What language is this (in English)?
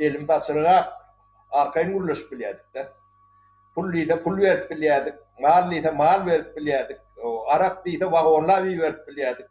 Turkmen